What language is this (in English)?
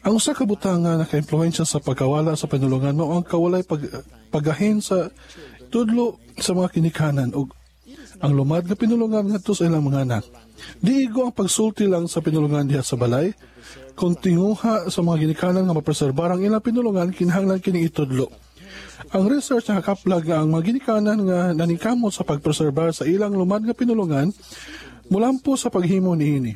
Cebuano